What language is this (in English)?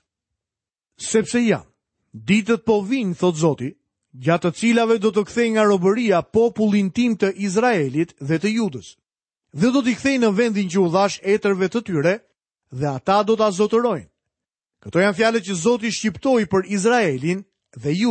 Albanian